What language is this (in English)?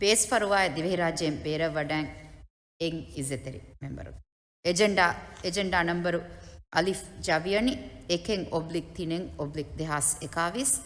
Divehi